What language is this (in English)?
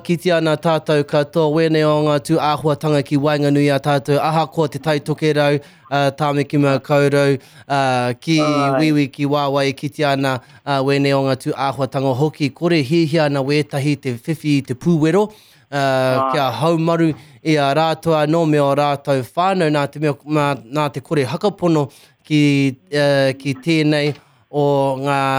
Māori